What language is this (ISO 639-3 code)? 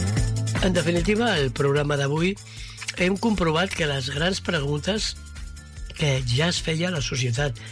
cat